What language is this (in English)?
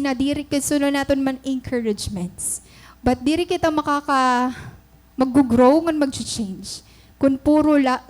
Waray